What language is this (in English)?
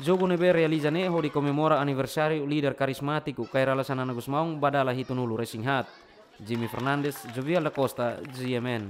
Tetum